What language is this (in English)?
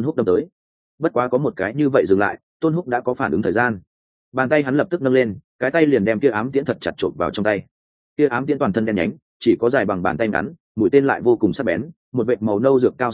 Vietnamese